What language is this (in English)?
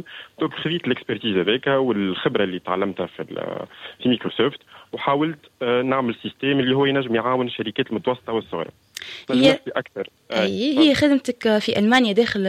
Tunisian Arabic